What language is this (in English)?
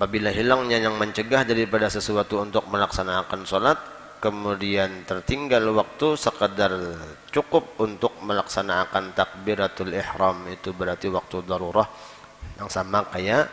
Banjar